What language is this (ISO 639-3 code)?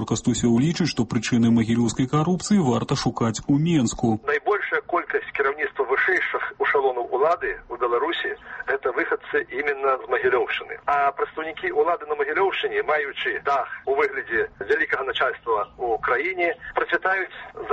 bel